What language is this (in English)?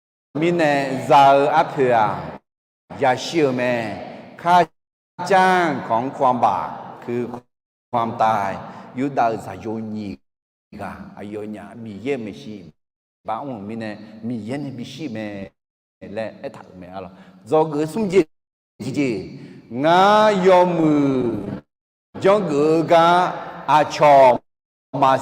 Akha